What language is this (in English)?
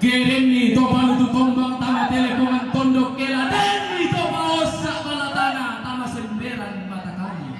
Toraja-Sa'dan